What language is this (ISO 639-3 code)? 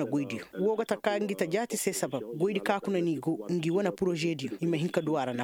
ses